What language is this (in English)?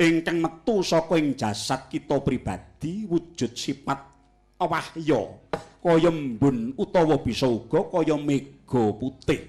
Javanese